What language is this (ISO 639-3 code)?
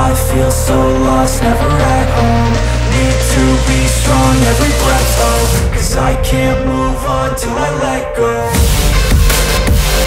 eng